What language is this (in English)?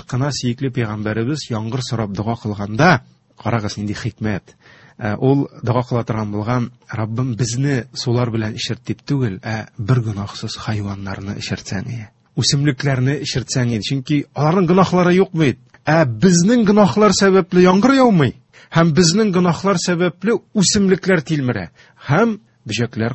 Tatar